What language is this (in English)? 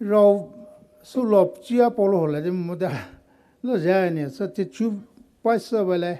Poumei Naga